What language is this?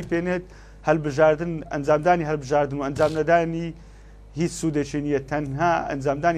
Central Kurdish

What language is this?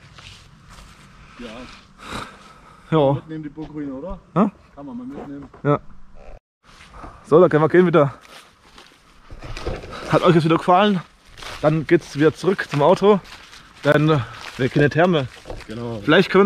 German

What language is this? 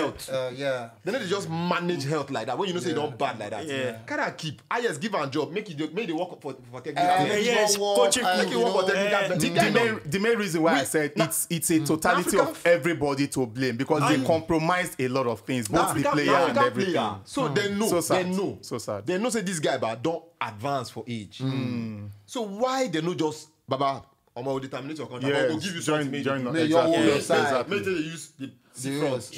Nigerian Pidgin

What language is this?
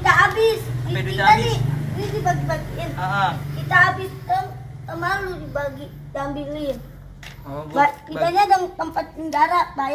Betawi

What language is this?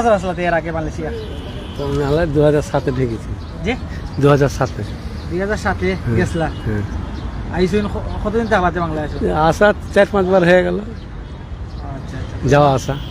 Sylheti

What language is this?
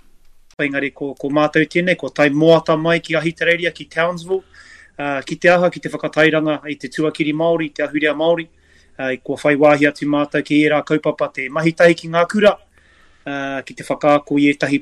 Māori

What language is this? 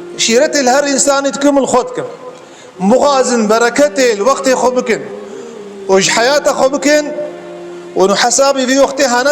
Kurdish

